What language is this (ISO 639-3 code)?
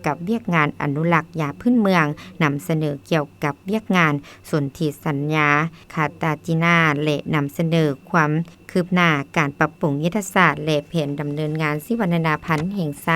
lao